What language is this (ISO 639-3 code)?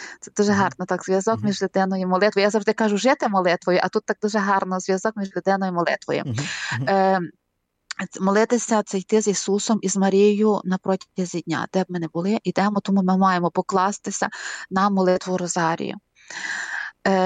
ukr